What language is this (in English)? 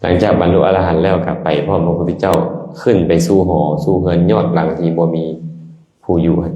Lao